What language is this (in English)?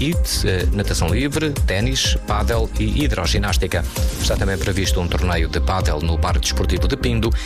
Portuguese